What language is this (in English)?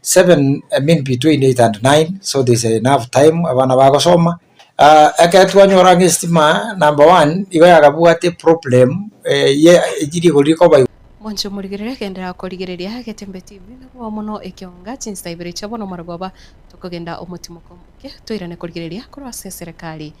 Gusii